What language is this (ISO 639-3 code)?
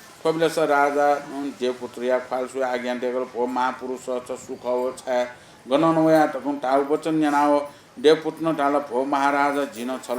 new